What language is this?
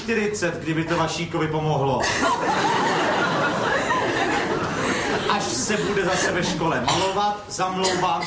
Czech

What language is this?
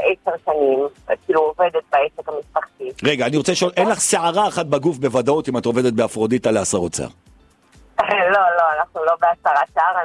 Hebrew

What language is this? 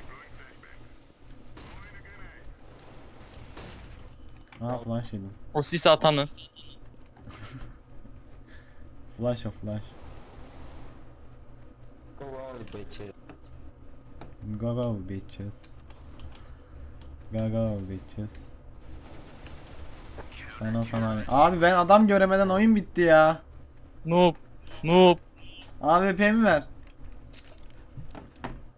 Turkish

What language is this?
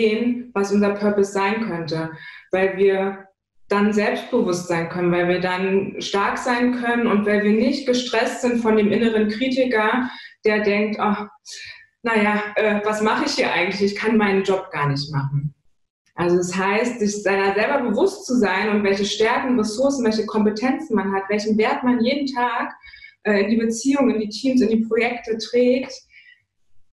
German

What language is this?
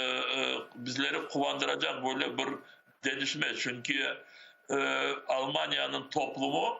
Crimean Tatar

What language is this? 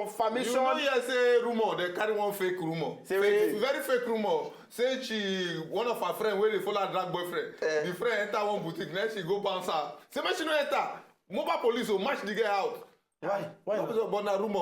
Nigerian Pidgin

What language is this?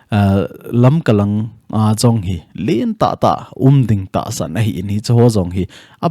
Thado Chin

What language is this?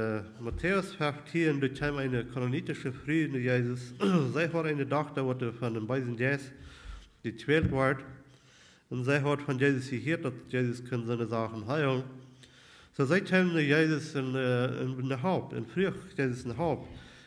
Plautdietsch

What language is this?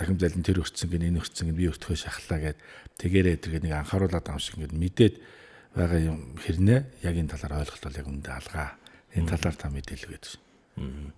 Mongolian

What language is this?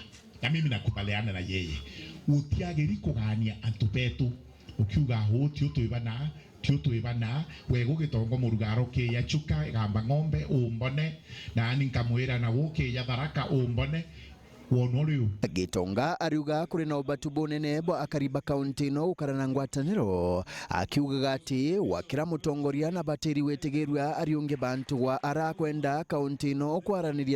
Meru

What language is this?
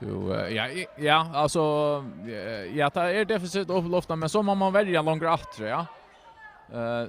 Faroese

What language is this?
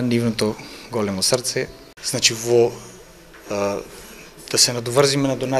Macedonian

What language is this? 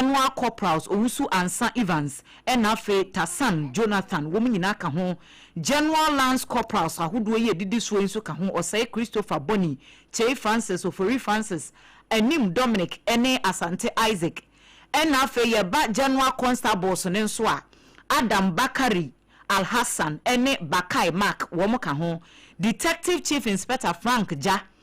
Akan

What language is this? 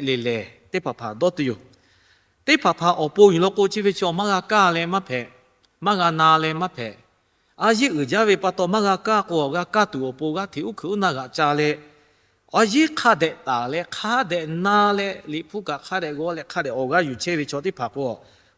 Lahu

